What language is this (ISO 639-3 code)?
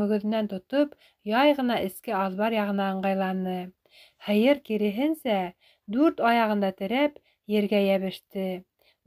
bak